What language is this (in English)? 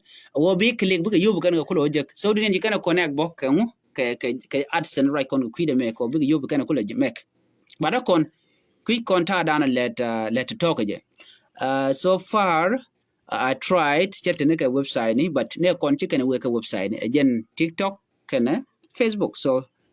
Nuer